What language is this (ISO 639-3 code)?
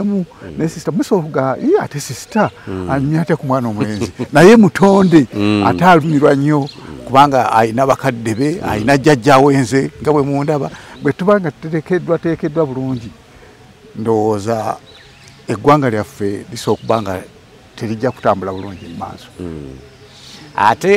lug